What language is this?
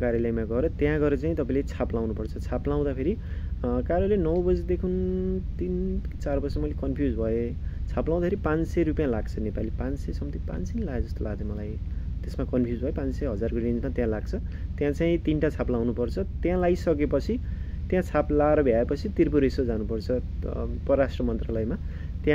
Nepali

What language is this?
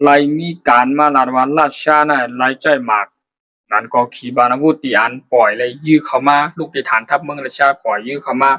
Shan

